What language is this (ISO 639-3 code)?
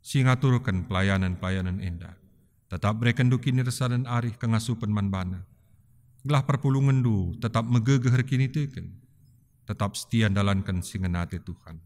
btx